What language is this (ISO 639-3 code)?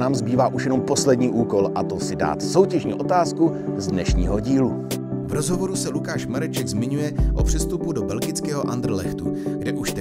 ces